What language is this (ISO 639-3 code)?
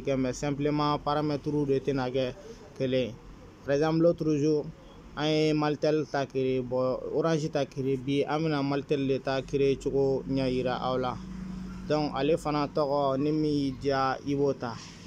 bam